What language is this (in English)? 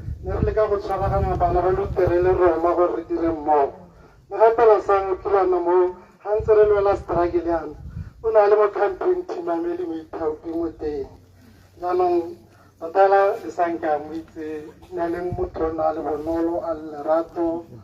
Tswana